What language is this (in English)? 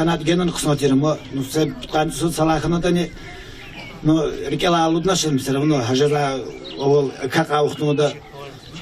Lezghian